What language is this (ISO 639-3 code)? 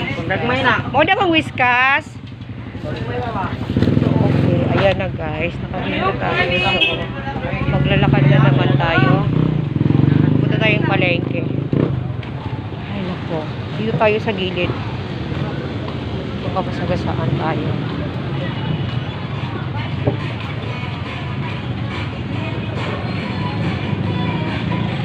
fil